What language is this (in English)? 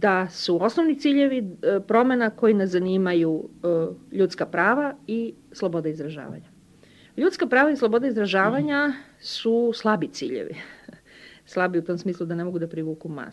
Serbian